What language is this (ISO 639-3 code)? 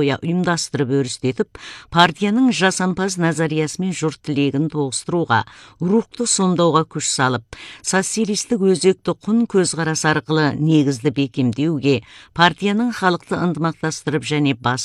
kaz